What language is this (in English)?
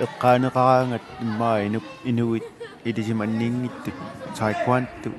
Kalaallisut